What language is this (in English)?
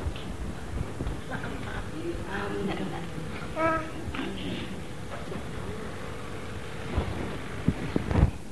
Indonesian